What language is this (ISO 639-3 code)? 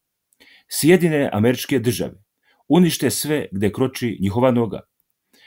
srp